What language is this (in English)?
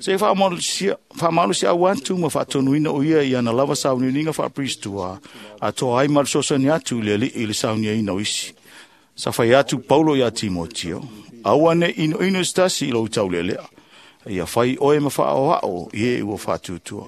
Samoan